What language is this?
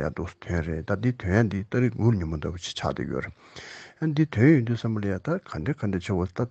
Tibetan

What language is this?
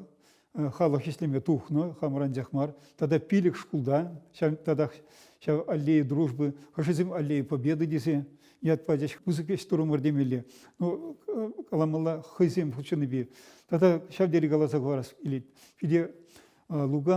Chuvash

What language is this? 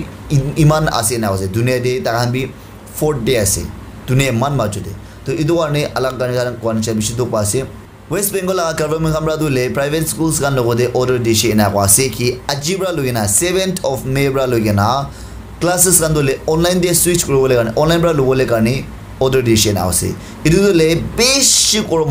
Naga Pidgin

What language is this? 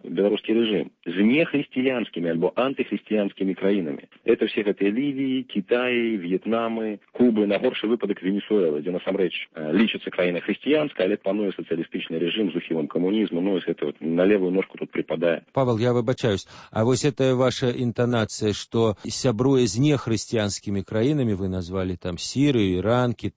Belarusian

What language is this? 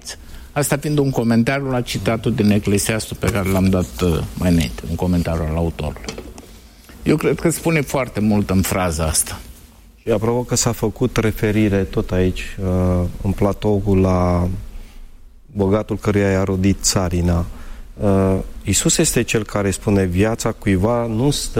Romanian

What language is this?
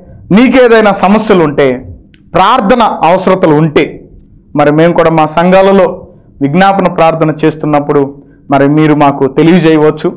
Telugu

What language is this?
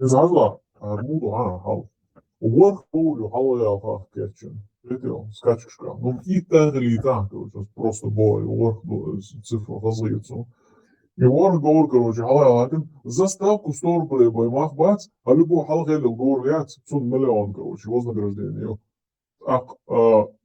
Chechen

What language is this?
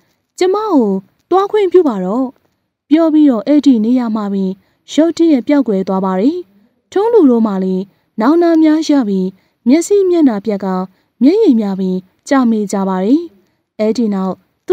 Burmese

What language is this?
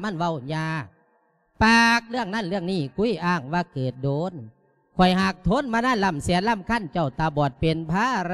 Lao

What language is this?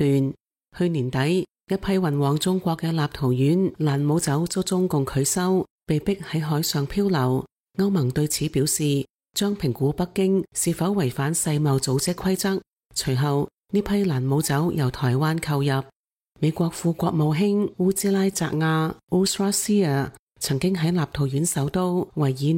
Cantonese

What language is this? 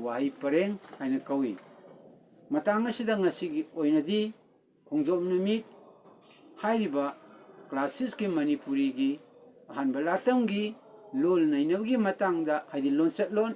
Manipuri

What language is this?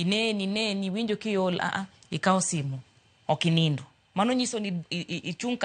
Luo (Kenya and Tanzania)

